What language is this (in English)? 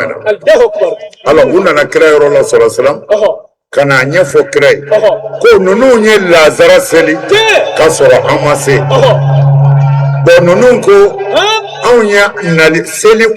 Bambara